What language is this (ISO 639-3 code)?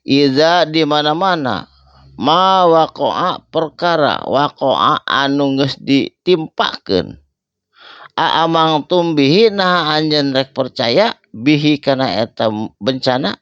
sun